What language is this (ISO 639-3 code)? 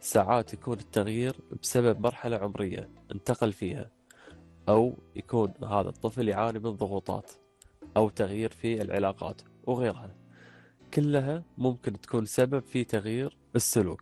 afb